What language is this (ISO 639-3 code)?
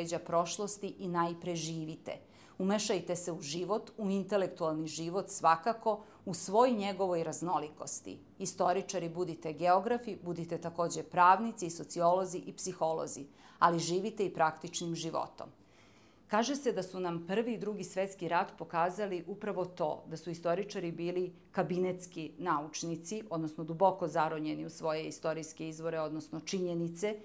srp